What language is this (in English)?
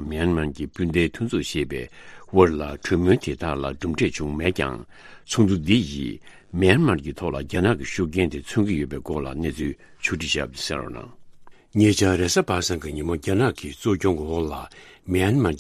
Tibetan